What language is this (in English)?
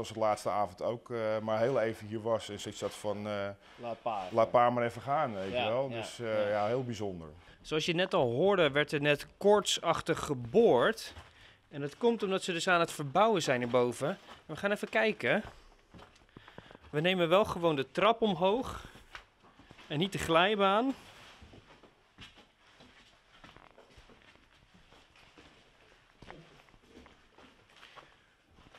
Dutch